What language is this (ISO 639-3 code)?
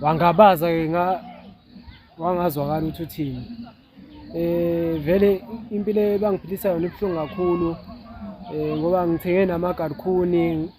zul